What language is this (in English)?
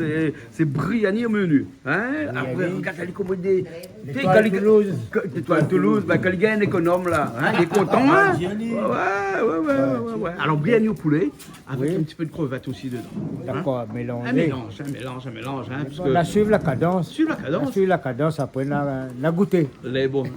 Réunion Creole French